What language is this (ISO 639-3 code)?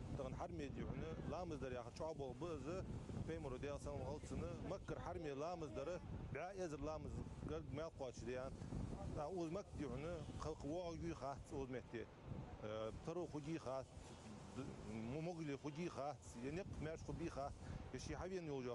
inh